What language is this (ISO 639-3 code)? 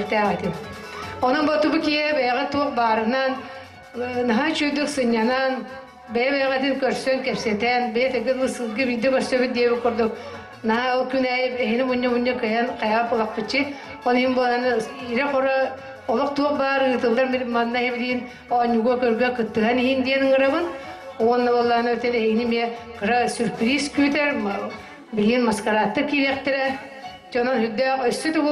sah